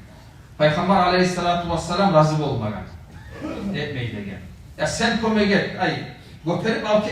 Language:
Kumyk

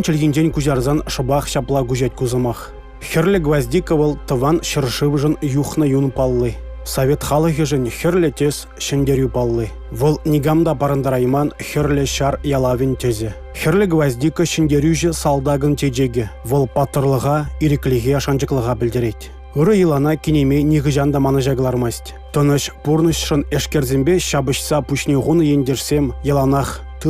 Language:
Chuvash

